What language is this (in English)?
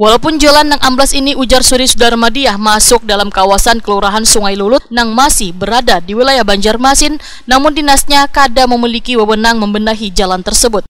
Banjar